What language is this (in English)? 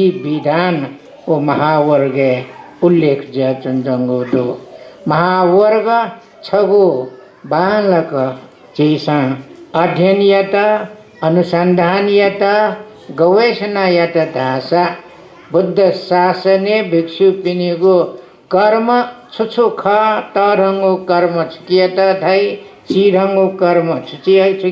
Newari